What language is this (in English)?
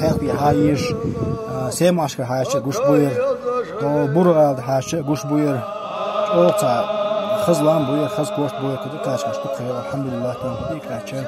Chechen